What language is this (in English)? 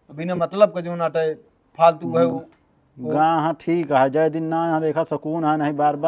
Awadhi